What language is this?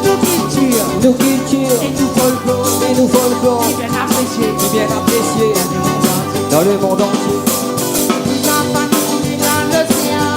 Réunion Creole French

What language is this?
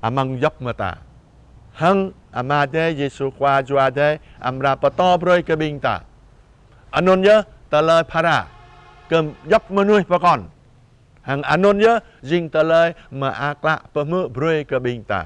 Jarai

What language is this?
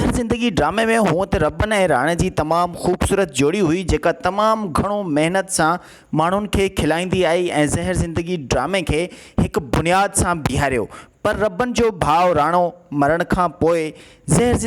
Sindhi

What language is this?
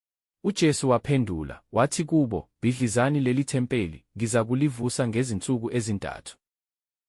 Zulu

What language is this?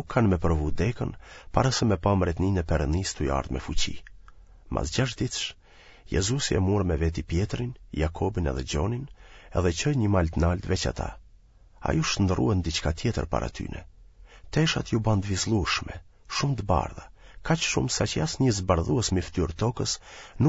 Albanian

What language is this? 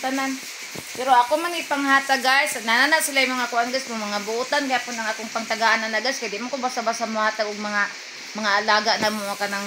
Cebuano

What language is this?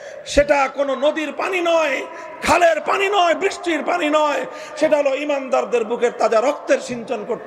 Bangla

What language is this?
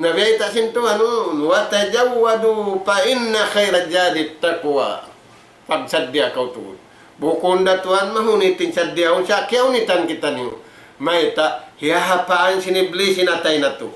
Tausug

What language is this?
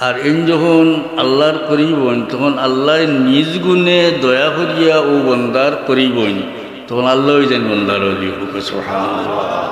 Sylheti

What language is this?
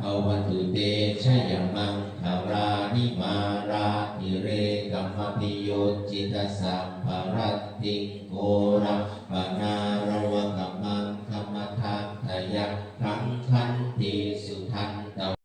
Pali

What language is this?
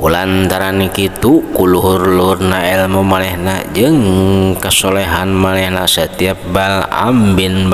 Sundanese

